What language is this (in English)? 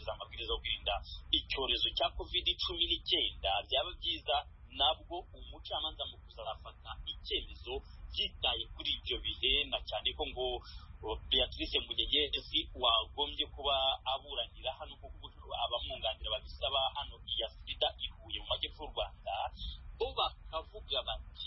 Kinyarwanda